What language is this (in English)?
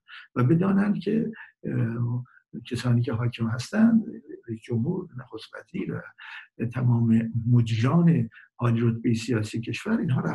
Persian